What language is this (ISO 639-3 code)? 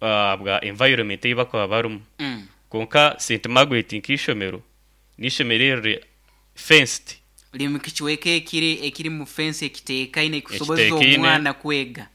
nyn